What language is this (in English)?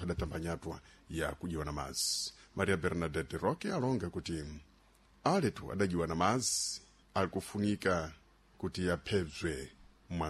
Sena